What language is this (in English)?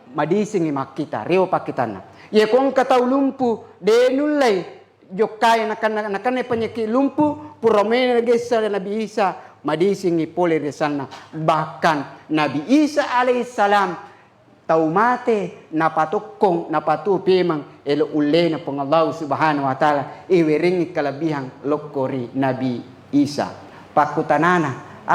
Buginese